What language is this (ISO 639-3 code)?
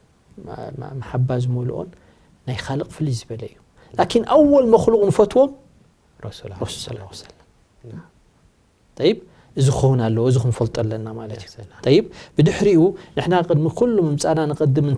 tir